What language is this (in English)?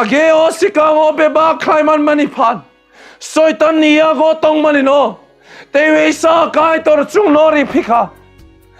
Kok Borok